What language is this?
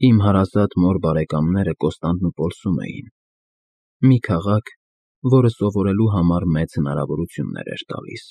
Armenian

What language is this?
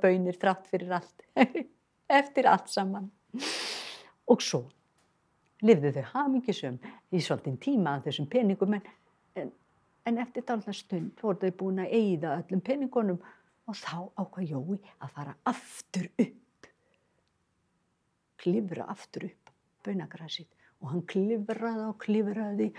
Icelandic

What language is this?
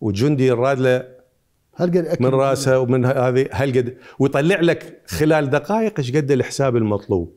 Mesopotamian Arabic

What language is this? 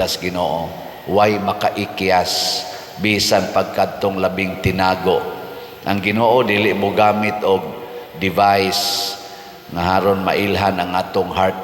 Cebuano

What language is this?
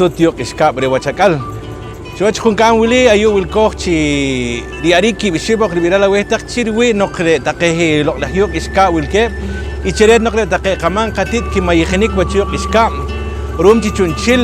Poqomchi'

